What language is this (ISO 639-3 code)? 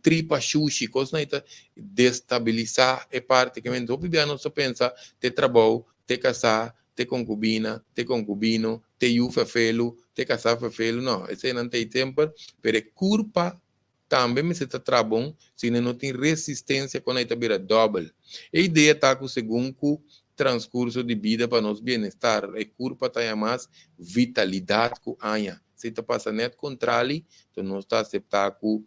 pap